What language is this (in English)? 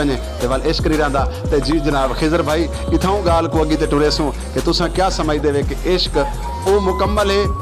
Saraiki